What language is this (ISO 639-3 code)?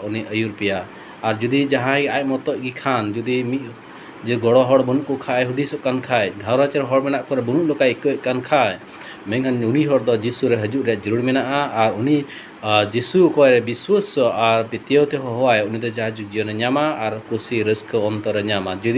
sat